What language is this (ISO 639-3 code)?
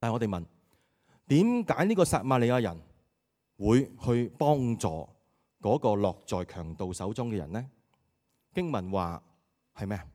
yue